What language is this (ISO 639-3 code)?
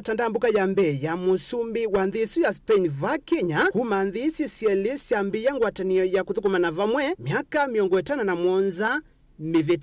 kam